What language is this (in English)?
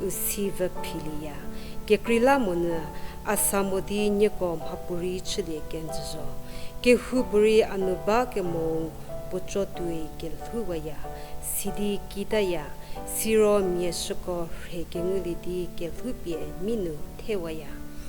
Angami Naga